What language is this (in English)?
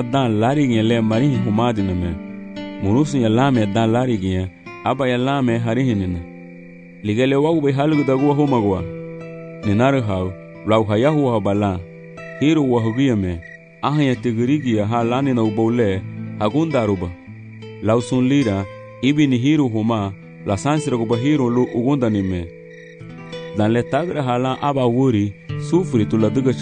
Garifuna